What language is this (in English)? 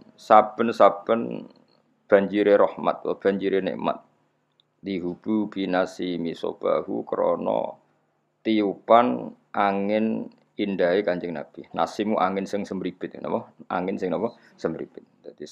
Javanese